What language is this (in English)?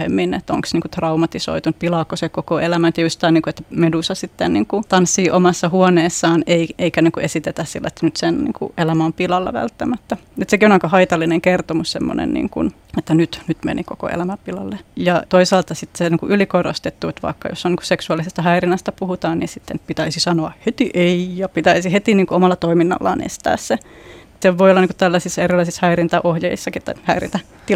Finnish